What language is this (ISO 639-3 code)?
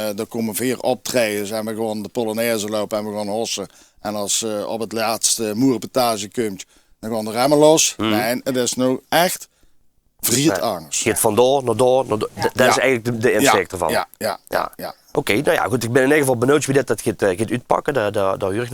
lim